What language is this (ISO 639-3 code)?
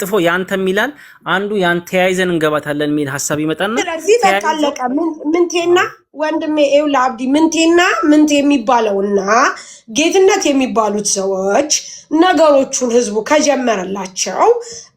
amh